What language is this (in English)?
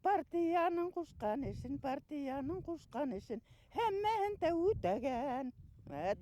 Bashkir